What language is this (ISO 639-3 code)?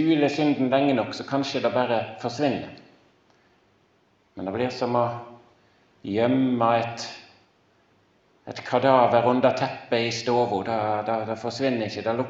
nor